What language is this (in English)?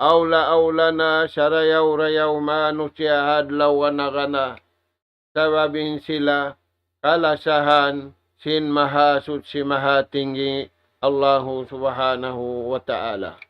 Tausug